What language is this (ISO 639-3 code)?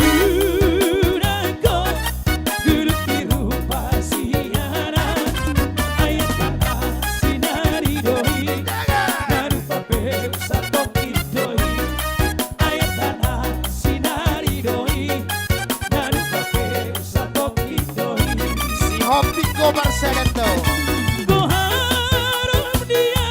bbc